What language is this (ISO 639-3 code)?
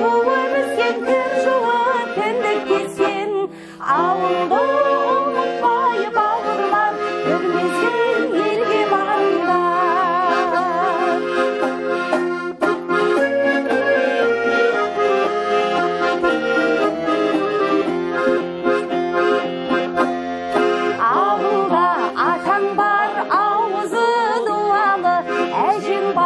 kaz